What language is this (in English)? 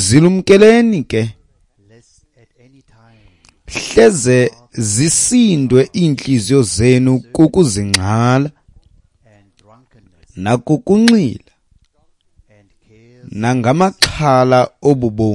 Xhosa